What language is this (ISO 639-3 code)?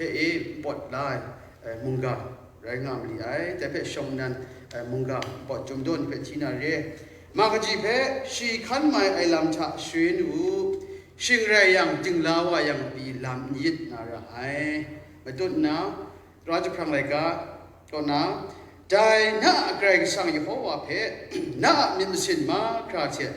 kac